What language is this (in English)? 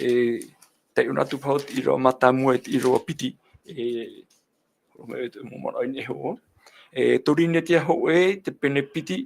Tahitian